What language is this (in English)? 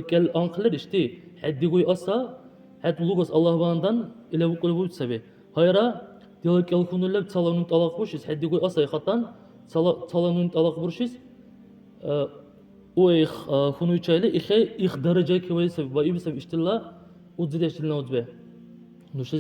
Dargwa